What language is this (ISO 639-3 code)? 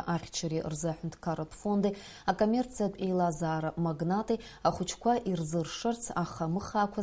abk